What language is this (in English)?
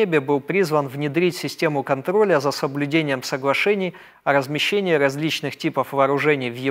Russian